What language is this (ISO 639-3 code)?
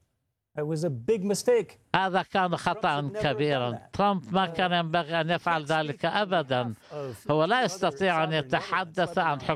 ara